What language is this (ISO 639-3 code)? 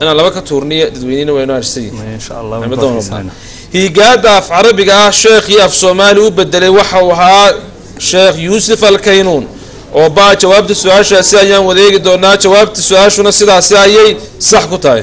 som